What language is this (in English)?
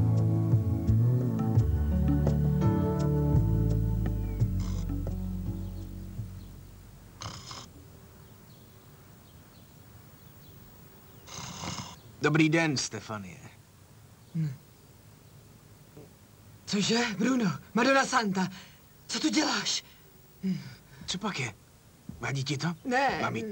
Czech